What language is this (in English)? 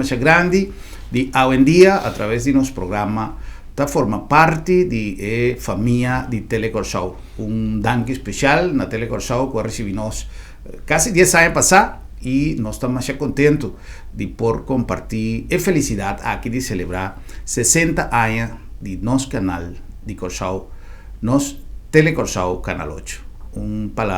Papiamento